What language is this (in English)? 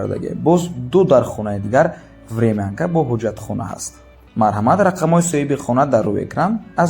Tajik